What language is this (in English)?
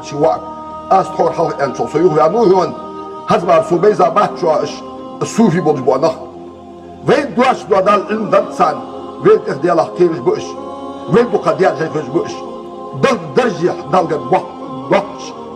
Ingush